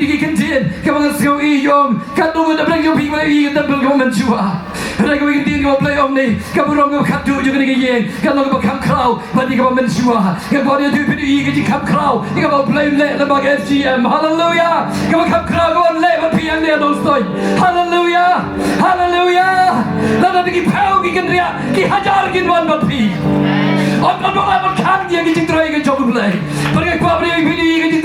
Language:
Khasi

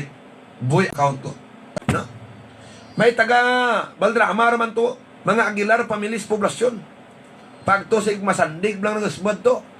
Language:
Hiligaynon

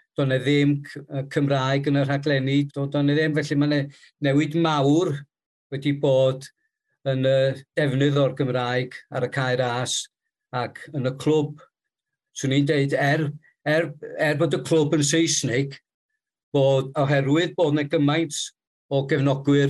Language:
Welsh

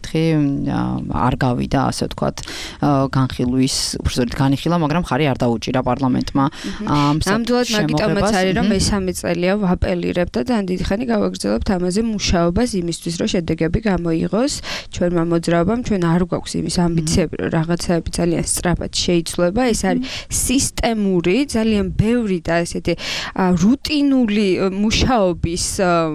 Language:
Georgian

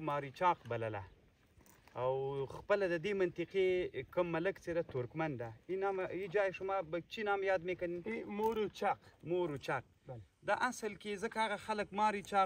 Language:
Pashto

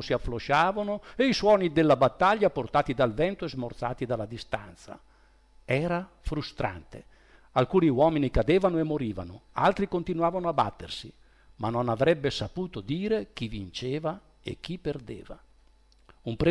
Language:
Italian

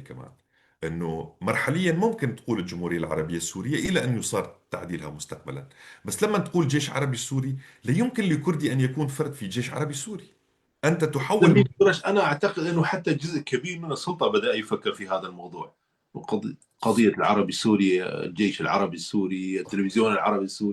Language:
North Levantine Arabic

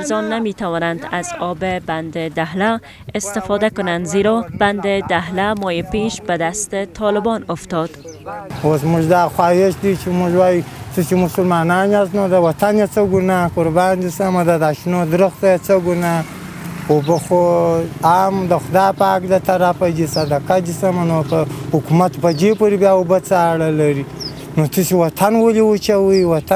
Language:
Persian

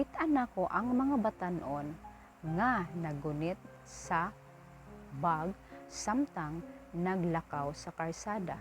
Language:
Cebuano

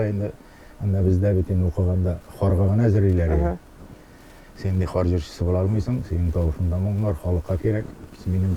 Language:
Tatar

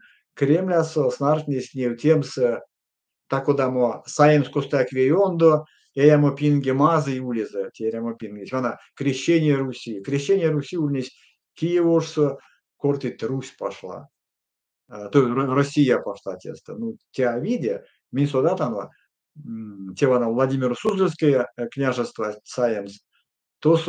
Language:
Erzya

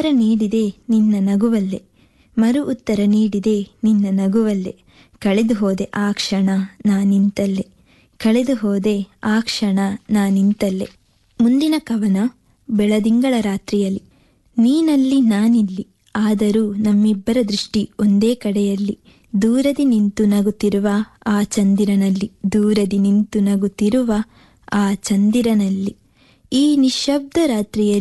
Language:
Kannada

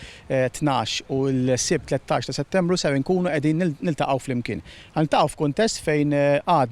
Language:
Maltese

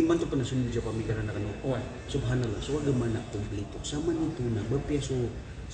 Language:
Maranao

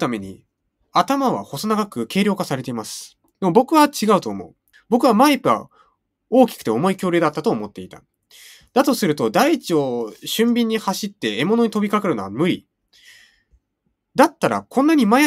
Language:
Japanese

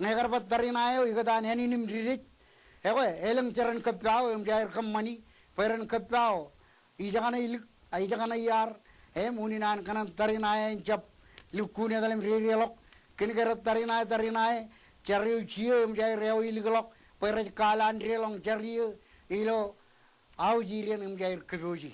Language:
Marshallese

